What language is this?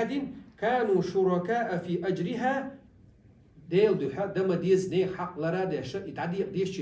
Chechen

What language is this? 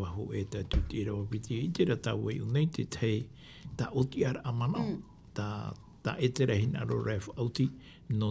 Tahitian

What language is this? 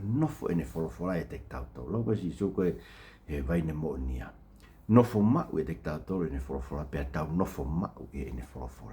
Tongan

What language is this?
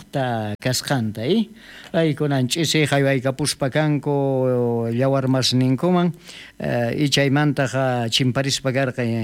South Bolivian Quechua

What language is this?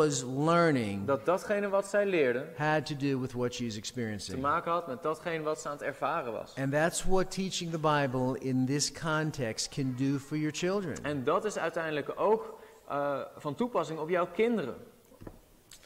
Dutch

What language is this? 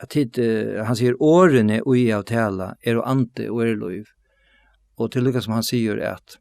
Faroese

